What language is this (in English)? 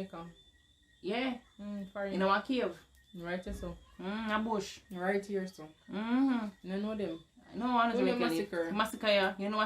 Jamaican Creole English